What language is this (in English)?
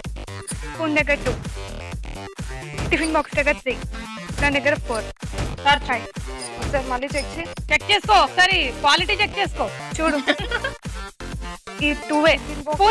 Telugu